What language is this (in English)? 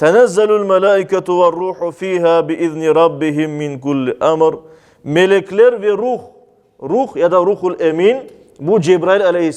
Crimean Tatar